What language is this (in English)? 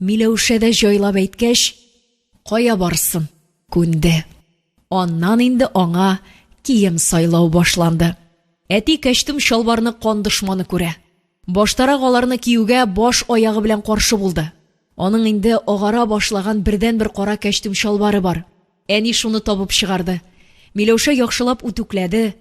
Tatar